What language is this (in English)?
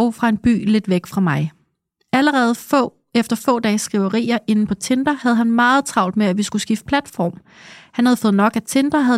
Danish